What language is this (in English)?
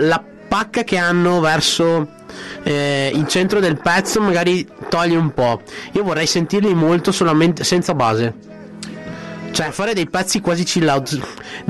Italian